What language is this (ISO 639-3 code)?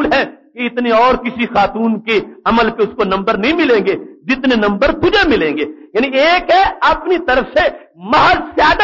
urd